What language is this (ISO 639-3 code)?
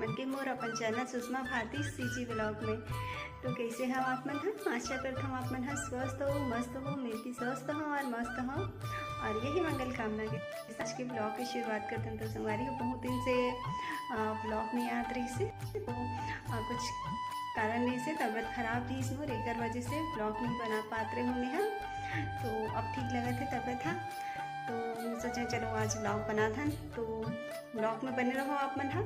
hne